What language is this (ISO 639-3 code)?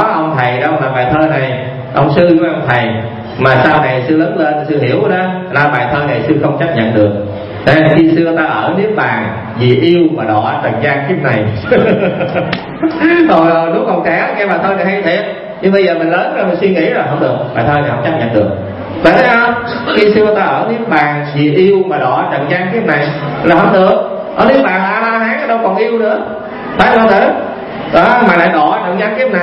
vie